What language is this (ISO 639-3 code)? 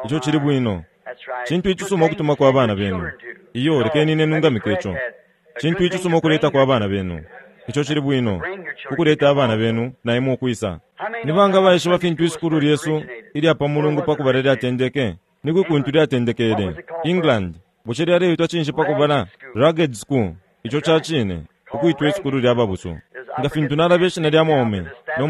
bem